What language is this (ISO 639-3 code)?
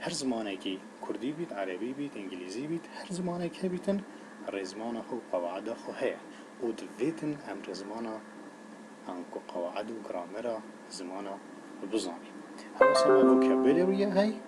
kur